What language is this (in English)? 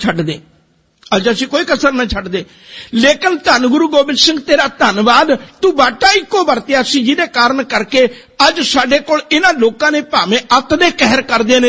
Punjabi